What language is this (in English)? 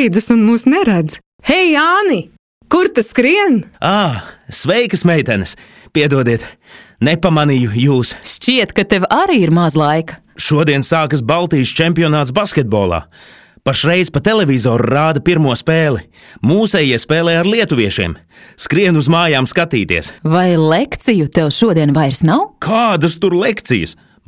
Latvian